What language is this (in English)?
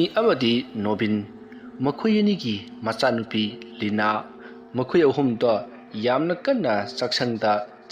Manipuri